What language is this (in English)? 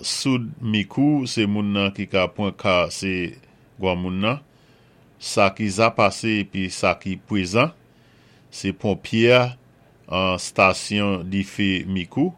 Saint Lucian Creole French